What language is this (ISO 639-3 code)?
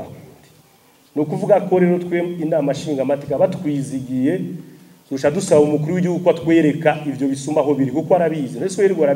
run